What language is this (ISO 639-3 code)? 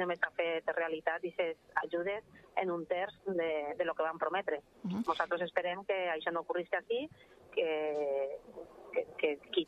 cat